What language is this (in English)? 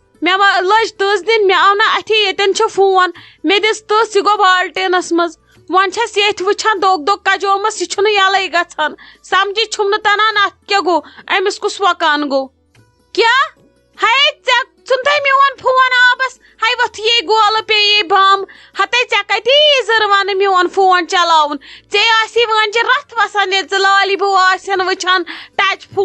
Kashmiri